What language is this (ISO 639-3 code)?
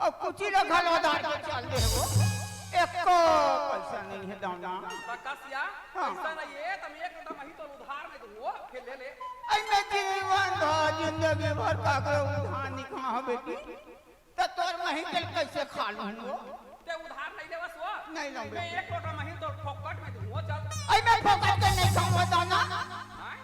hne